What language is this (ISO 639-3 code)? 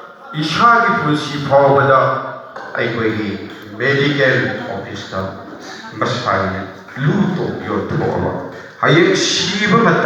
mni